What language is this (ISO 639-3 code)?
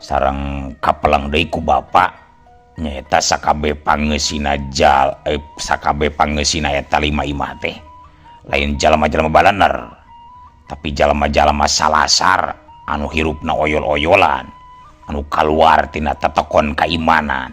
sun